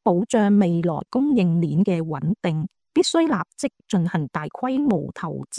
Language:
Cantonese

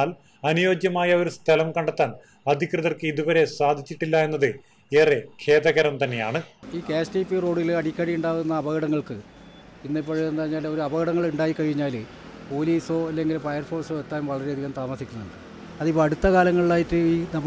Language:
Malayalam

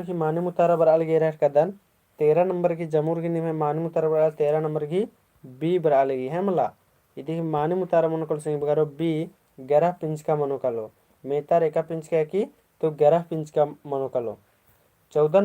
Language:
Kurukh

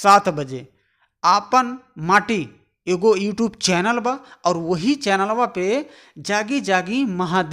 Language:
Bhojpuri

